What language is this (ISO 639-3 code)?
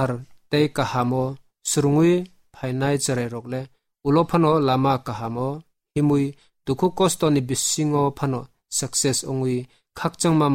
trp